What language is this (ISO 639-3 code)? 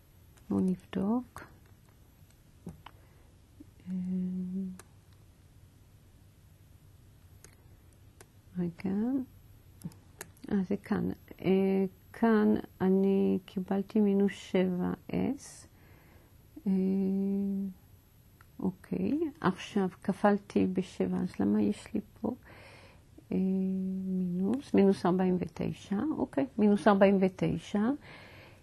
heb